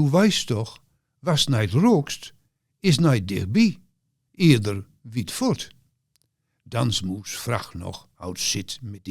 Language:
Gronings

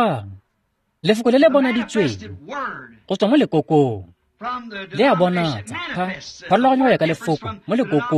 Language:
Tswana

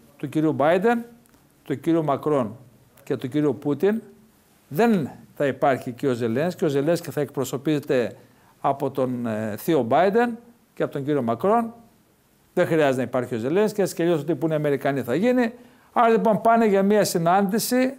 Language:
Greek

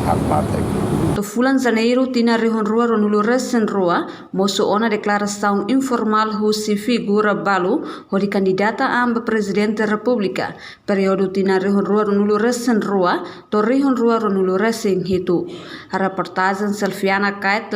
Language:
Tetum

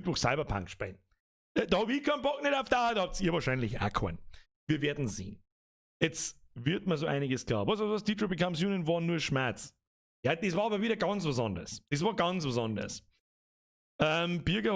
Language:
Bavarian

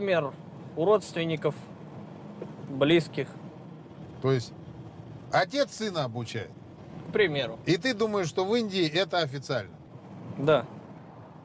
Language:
Russian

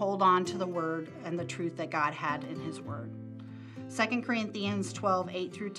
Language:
English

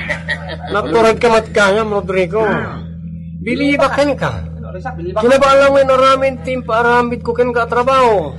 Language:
Iloko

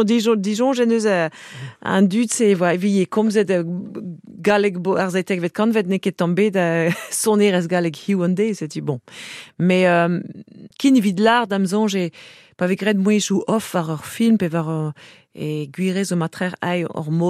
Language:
Breton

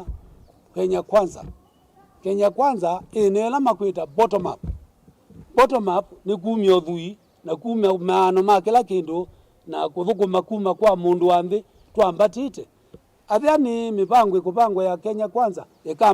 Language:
Kamba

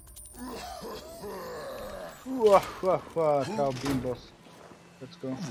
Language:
Bulgarian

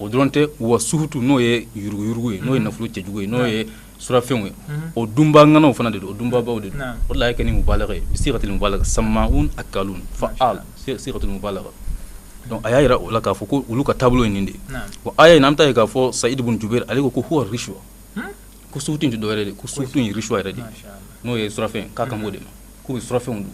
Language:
Bambara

